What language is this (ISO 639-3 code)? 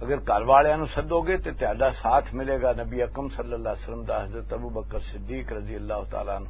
lah